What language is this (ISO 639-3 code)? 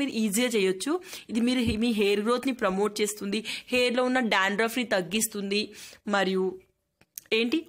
tel